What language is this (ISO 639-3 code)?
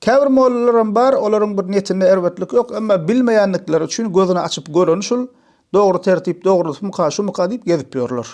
tuk